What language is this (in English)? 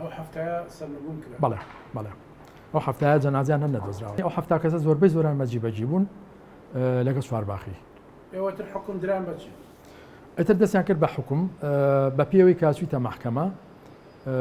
Central Kurdish